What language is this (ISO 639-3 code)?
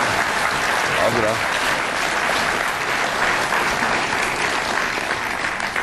nor